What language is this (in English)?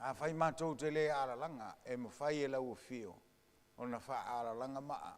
Samoan